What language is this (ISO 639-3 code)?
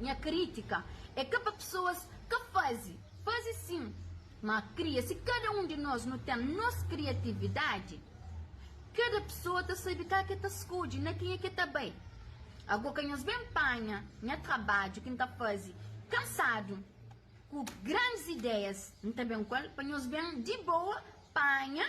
kea